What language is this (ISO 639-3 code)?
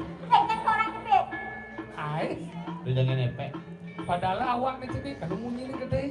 ban